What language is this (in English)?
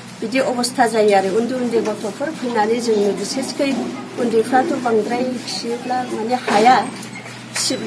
Bodo